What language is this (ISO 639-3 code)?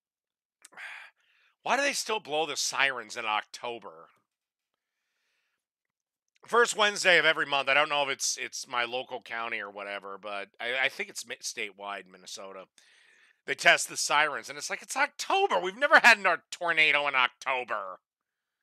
eng